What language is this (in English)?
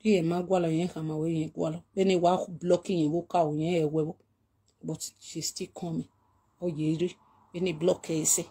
Nigerian Pidgin